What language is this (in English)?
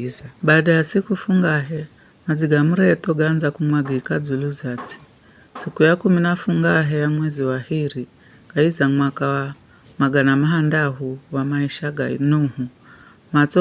Giryama